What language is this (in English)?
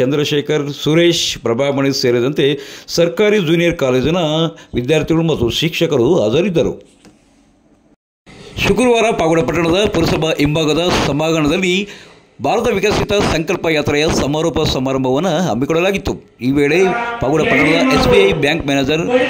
Kannada